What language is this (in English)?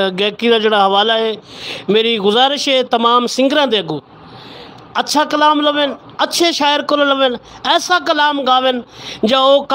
Saraiki